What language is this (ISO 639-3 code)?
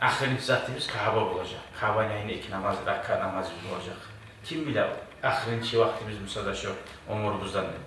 kum